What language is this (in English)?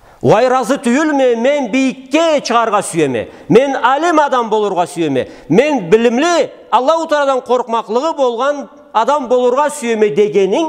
Karachay-Balkar